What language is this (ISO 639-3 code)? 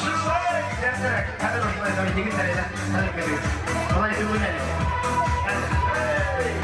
bak